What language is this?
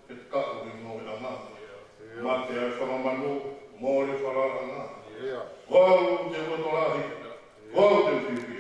Tongan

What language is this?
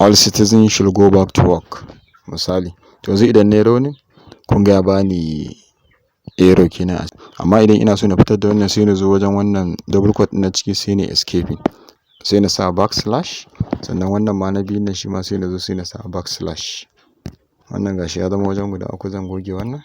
Hausa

